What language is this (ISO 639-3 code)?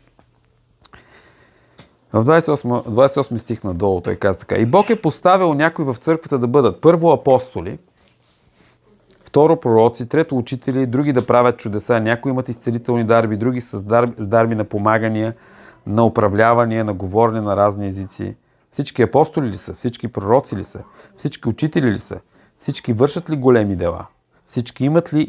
bul